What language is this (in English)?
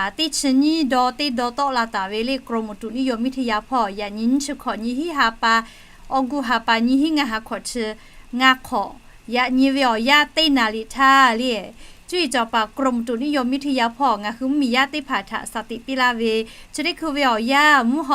Lahu